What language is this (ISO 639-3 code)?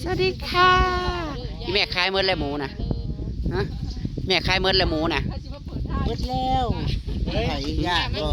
tts